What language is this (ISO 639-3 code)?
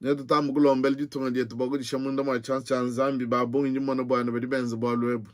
lua